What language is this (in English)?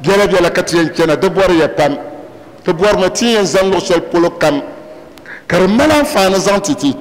Dagbani